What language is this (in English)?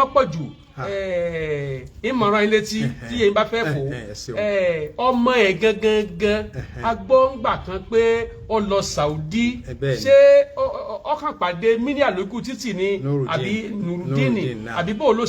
Yoruba